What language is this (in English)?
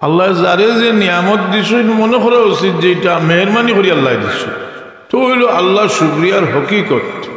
Sylheti